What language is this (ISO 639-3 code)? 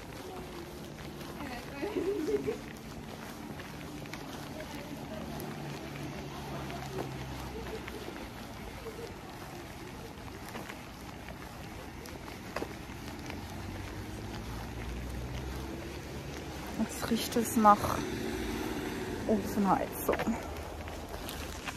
deu